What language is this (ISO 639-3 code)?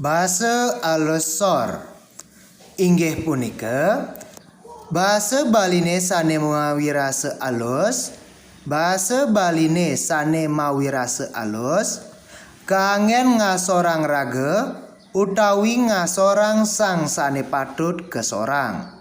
ban